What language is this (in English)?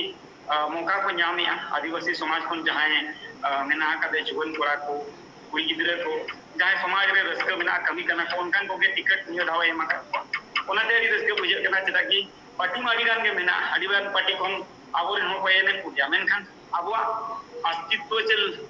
Santali